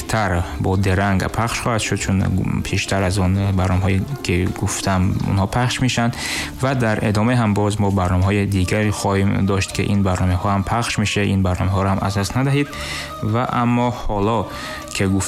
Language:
Persian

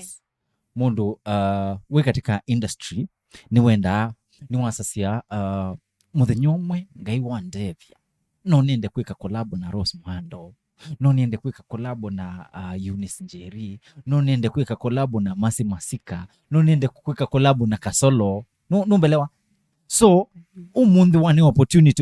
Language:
Kamba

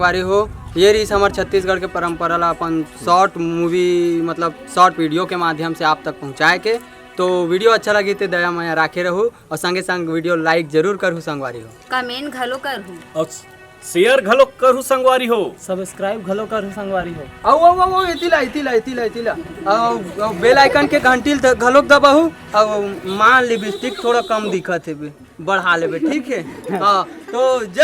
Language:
Chhattisgarhi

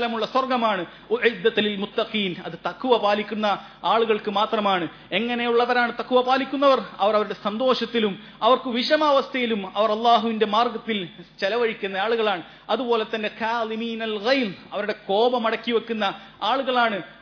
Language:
Malayalam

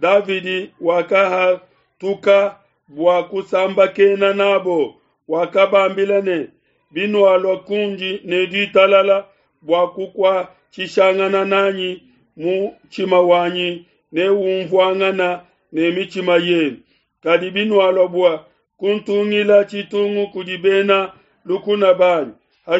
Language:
Luba-Lulua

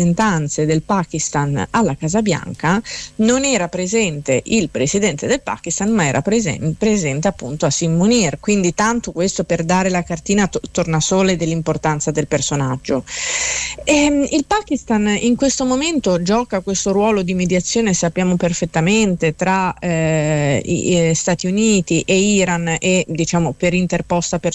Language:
Italian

